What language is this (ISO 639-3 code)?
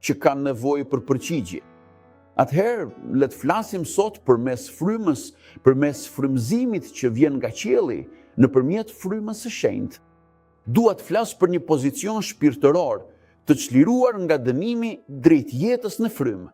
sqi